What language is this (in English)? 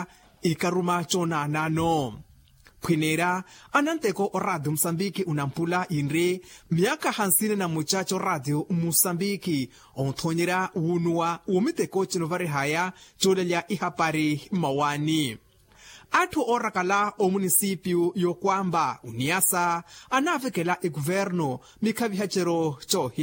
Makhuwa